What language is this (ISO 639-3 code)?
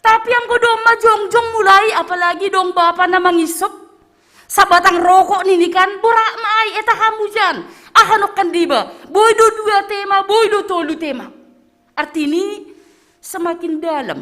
bts